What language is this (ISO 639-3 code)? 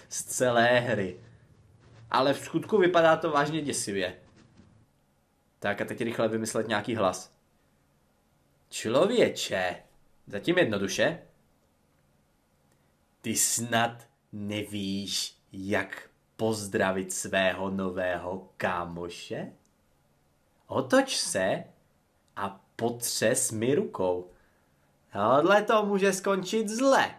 ces